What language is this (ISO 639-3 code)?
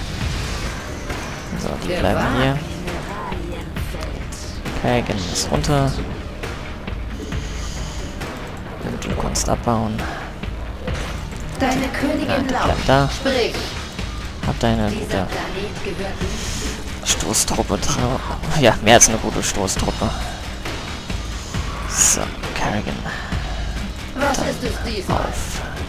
deu